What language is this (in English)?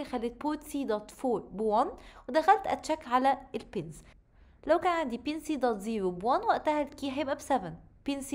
Egyptian Arabic